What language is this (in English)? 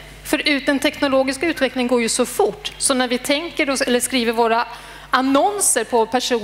Swedish